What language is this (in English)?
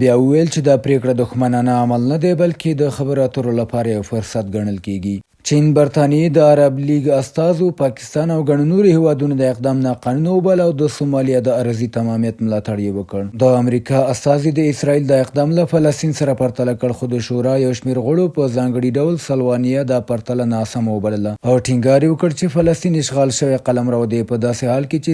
Pashto